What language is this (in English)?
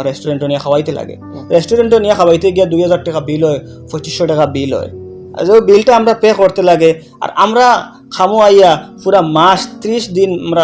Sylheti